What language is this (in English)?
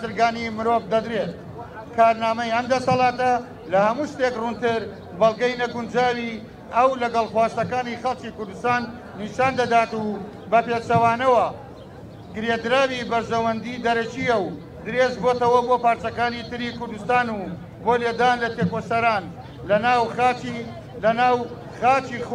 Central Kurdish